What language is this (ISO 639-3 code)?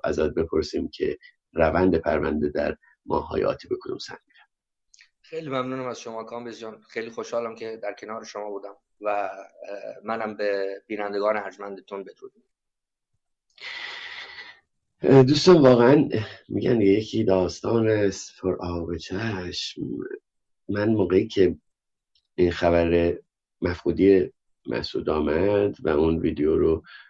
fas